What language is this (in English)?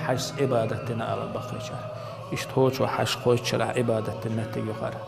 Chechen